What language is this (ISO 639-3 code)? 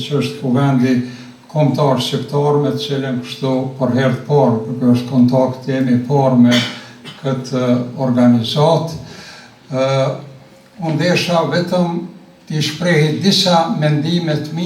sqi